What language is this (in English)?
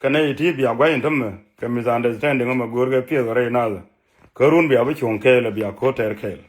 Nuer